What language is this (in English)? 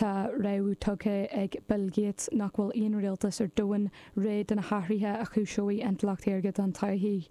Irish